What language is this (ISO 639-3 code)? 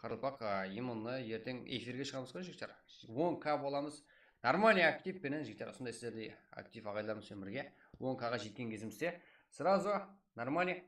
kaa